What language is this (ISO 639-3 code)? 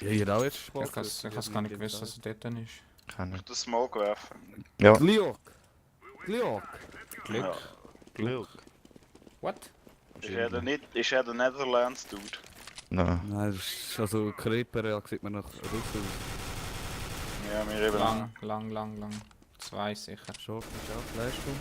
gsw